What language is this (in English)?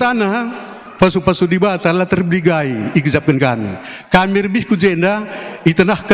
Batak Karo